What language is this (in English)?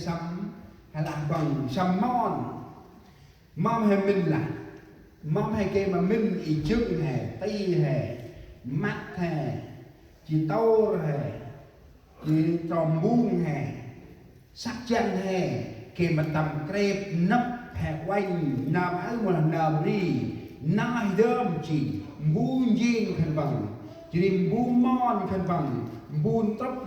Central Mnong